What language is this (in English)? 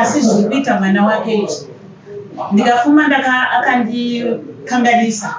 Shona